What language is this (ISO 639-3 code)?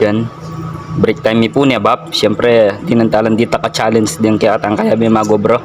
pam